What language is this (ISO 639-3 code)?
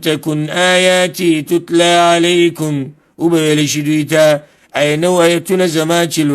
pus